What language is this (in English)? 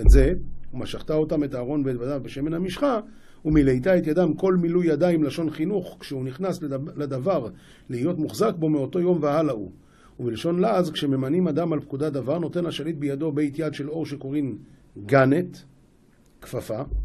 Hebrew